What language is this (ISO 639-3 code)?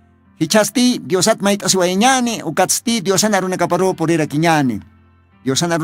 aym